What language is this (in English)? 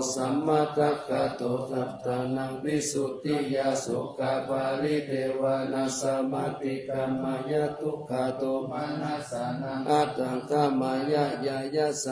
Pali